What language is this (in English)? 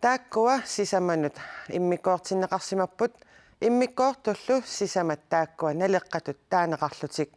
Kalaallisut